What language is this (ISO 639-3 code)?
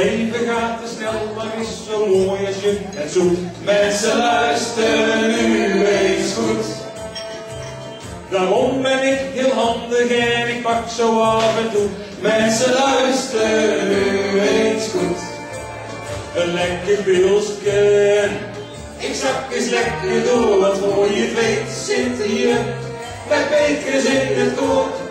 nld